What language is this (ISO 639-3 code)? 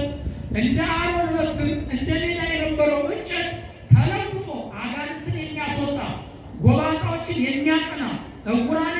amh